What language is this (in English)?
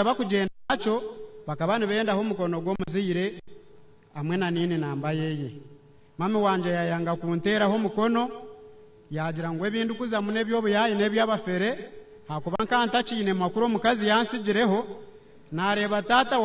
Nyankole